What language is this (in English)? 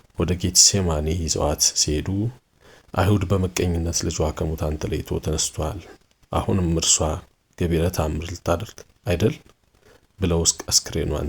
Amharic